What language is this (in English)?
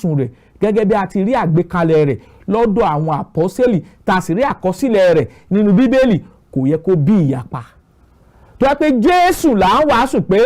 Yoruba